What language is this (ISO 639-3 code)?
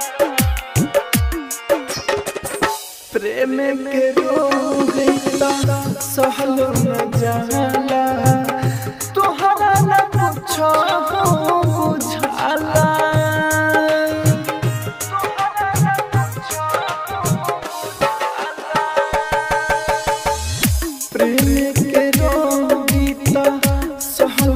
bho